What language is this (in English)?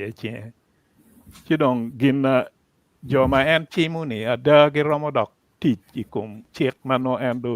Acoli